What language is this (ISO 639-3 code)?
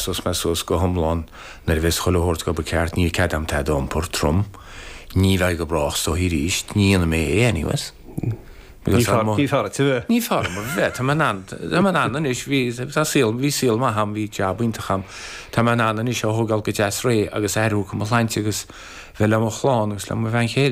gle